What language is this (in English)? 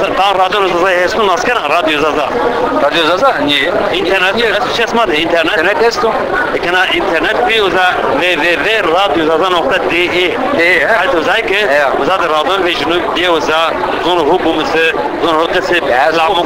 Zaza